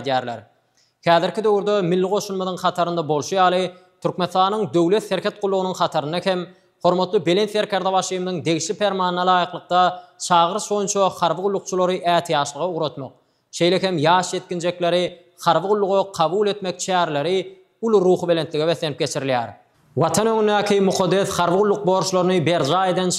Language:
Turkmen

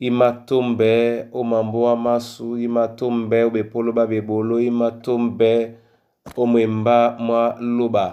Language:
Duala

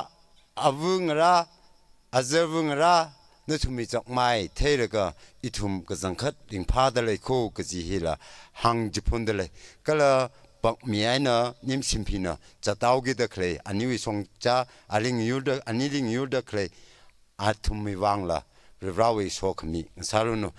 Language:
Tangkhul Naga (India)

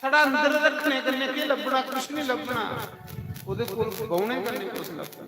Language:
Dogri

